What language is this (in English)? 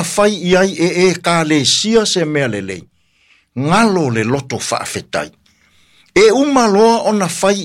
Samoan